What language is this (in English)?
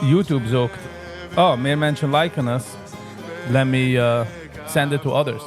Yiddish